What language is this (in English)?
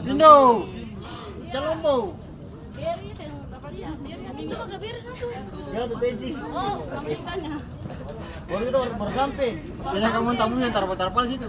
Ambonese Malay